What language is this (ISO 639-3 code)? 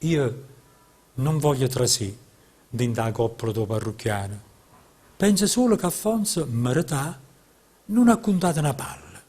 nap